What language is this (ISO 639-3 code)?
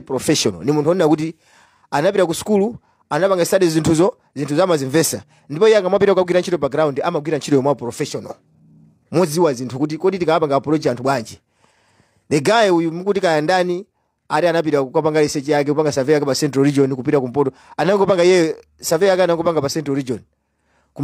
nya